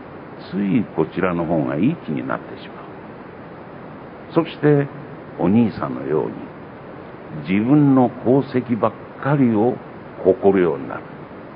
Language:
Japanese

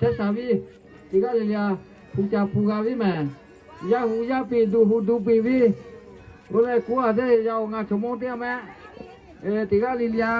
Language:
Lahu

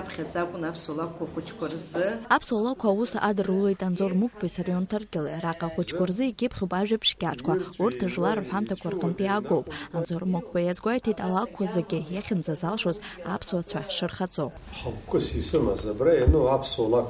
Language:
Abkhazian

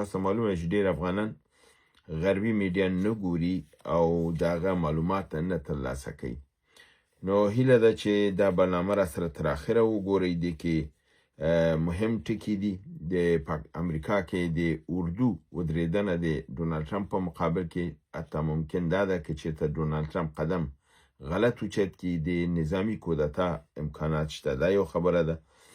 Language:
Pashto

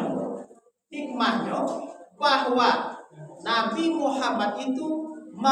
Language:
Minangkabau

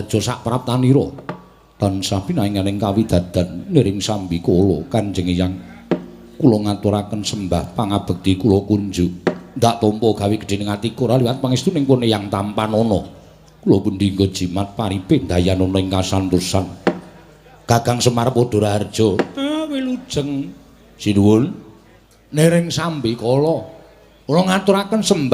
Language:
Javanese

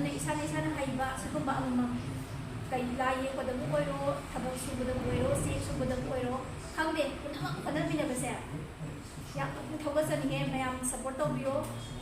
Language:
Manipuri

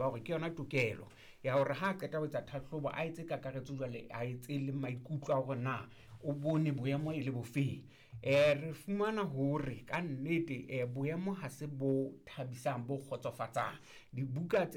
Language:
Southern Sotho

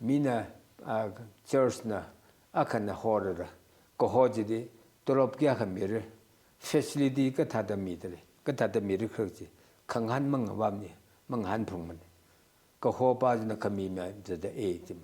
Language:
Tangkhul Naga (India)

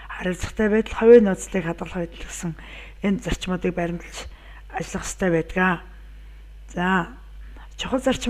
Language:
Mongolian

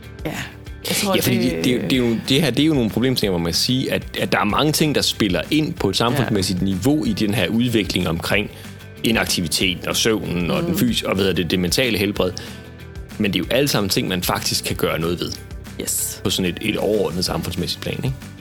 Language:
Danish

